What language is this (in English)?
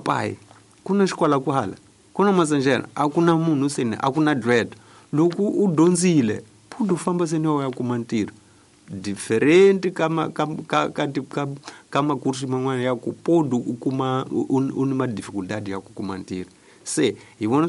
Tsonga